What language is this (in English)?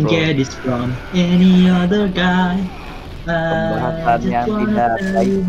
Banjar